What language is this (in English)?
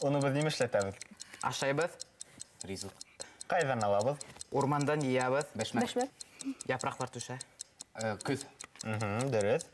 Bashkir